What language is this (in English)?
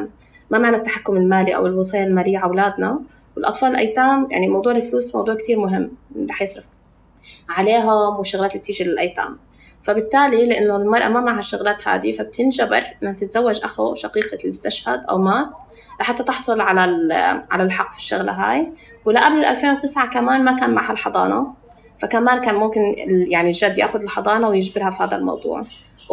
North Levantine Arabic